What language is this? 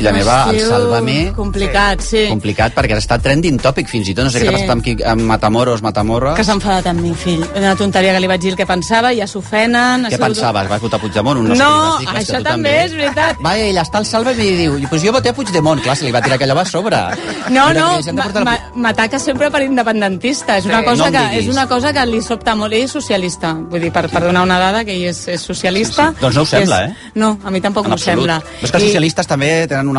Catalan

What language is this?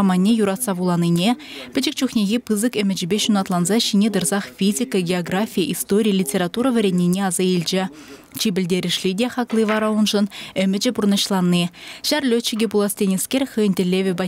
Chuvash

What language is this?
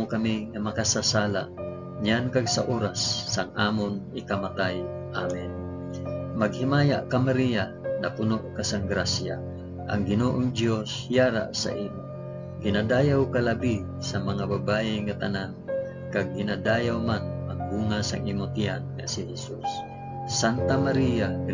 Hiligaynon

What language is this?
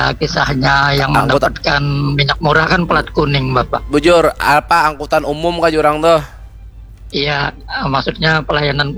Banjar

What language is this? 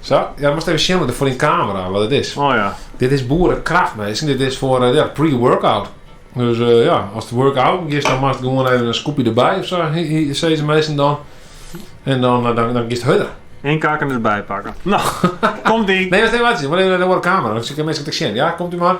Western Frisian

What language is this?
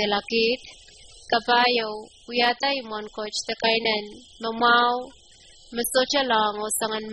Pohnpeian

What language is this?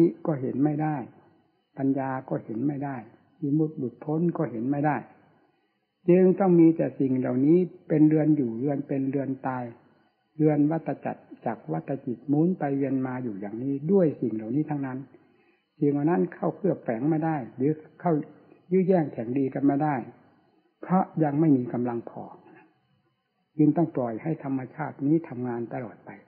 Thai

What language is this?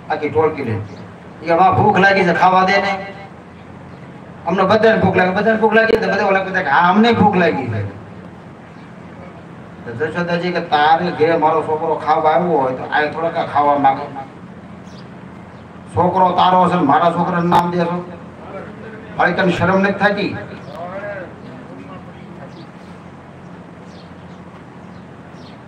Gujarati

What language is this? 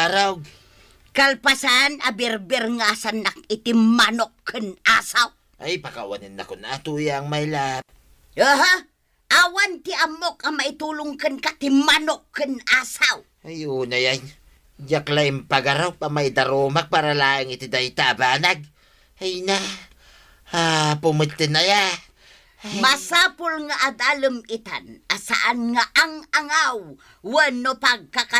Iloko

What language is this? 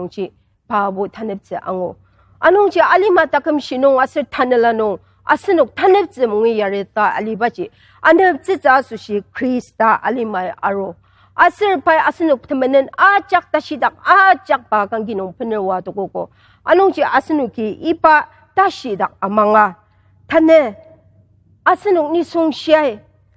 Ao Naga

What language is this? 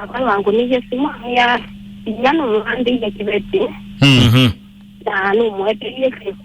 Kamba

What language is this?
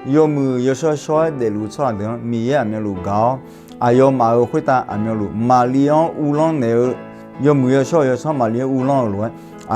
Akha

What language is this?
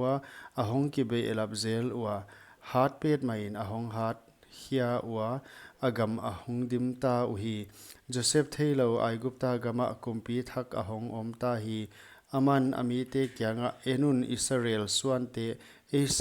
Paite Chin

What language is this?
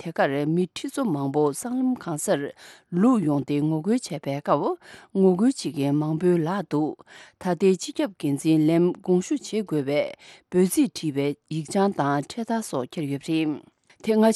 Tibetan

